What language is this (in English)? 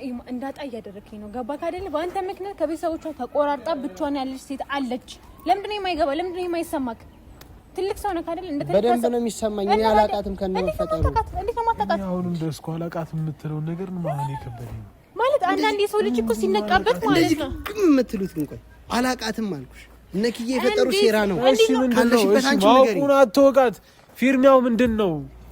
Amharic